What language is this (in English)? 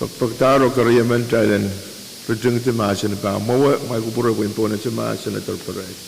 Pohnpeian